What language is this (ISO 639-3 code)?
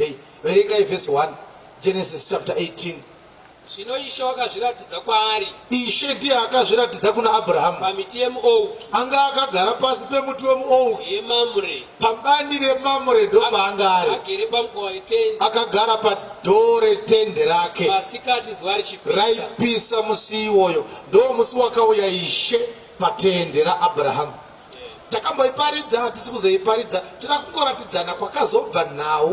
sna